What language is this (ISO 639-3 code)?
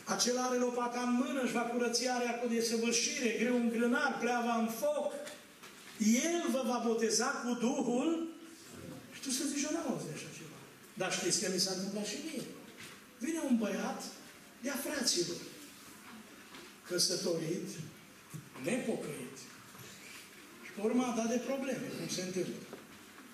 ron